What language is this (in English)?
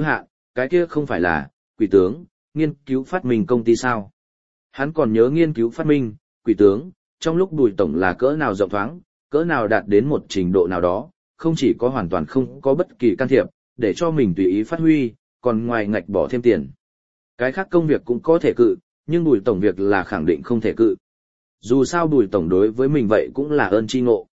Vietnamese